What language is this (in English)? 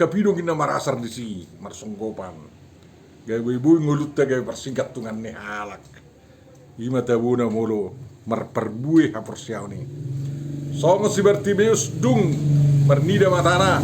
Batak Toba